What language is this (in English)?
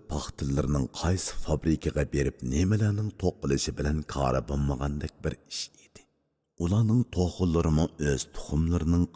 Uyghur